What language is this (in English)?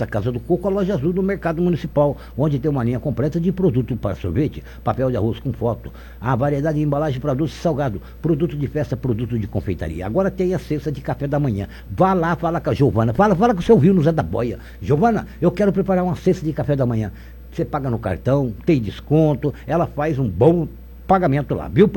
Portuguese